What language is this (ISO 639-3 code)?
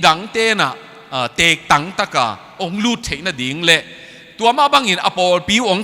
ctd